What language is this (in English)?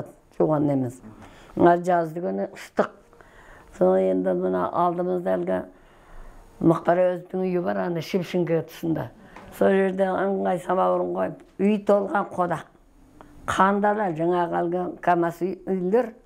Kazakh